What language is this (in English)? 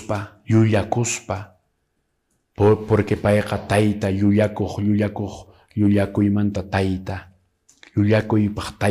Quechua